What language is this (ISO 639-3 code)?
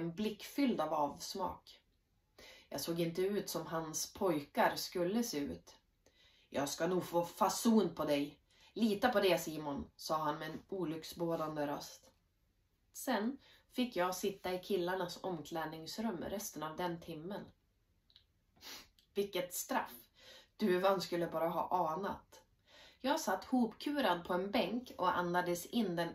swe